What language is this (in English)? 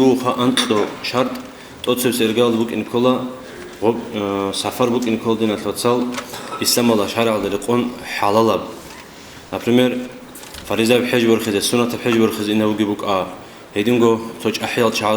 Avaric